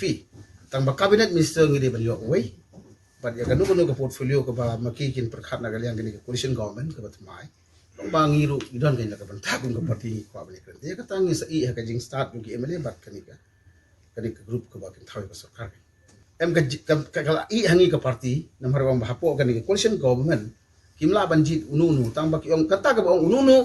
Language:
Khasi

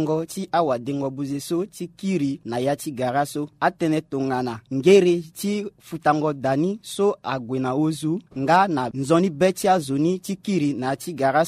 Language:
Sango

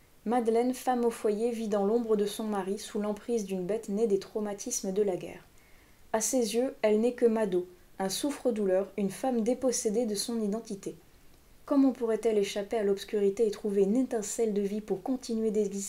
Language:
French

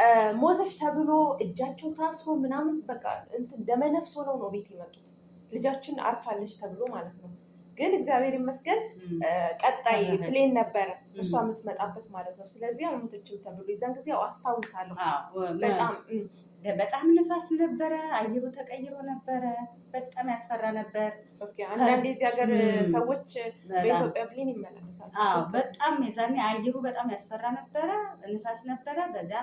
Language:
Amharic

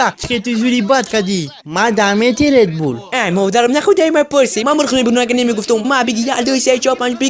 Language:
Tajik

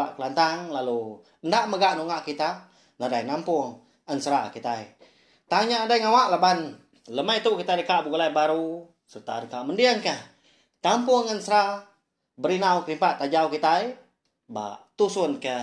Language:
Iban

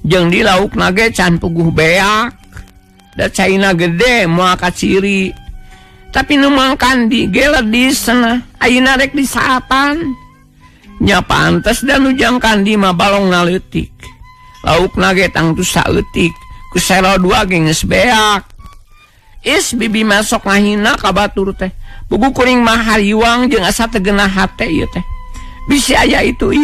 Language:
Sundanese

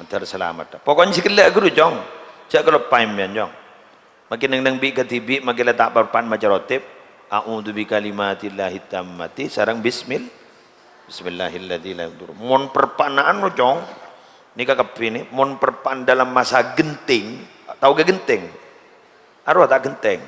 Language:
Madurese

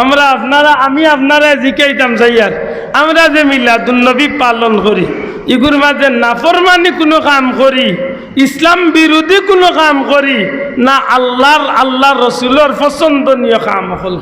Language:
Sylheti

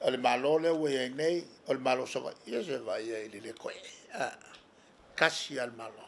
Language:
Samoan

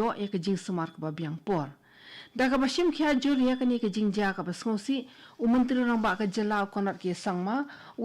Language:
Khasi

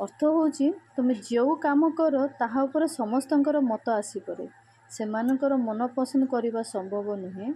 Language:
Odia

